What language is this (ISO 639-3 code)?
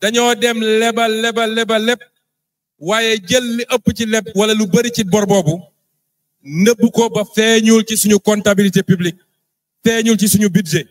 wol